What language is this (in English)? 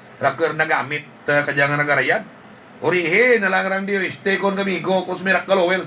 Hiligaynon